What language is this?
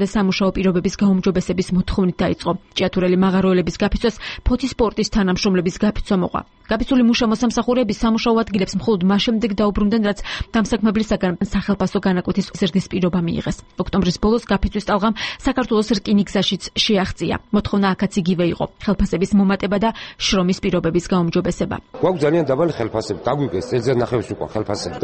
Georgian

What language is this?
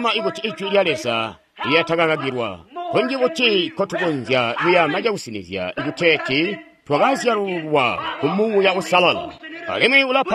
Tonga (Zambia)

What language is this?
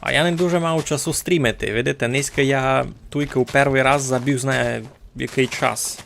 Rusyn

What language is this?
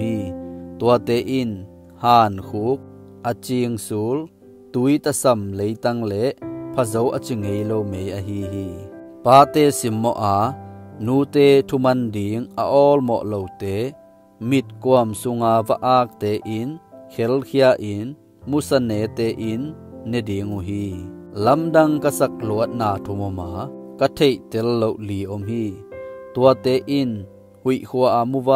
Tedim Chin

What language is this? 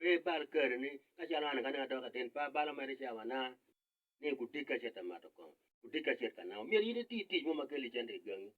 Acoli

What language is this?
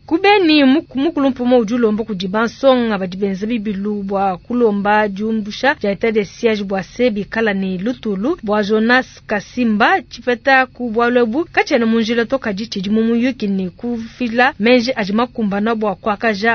Luba-Lulua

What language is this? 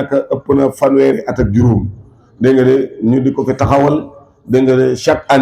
Wolof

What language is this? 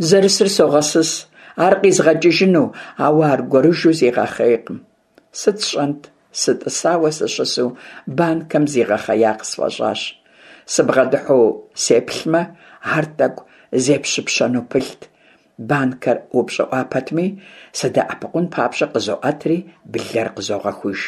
Kabardian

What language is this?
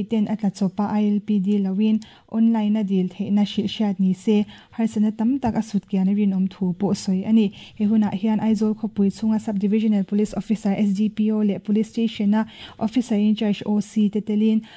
Mizo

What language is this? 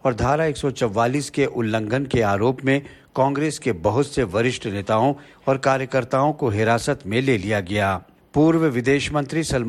Hindi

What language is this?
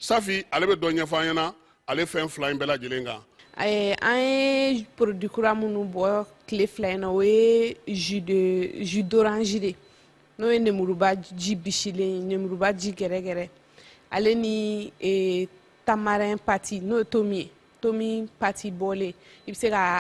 Bambara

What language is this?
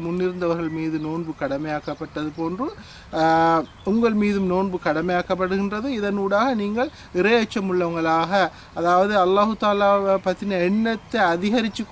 Tamil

